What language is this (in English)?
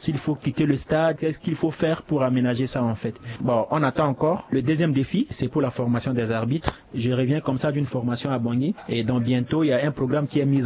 French